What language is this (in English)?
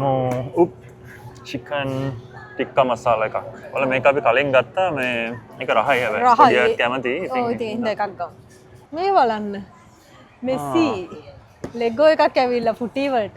Sinhala